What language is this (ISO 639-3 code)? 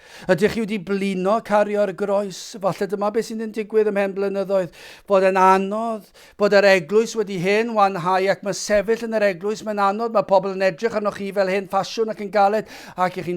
cym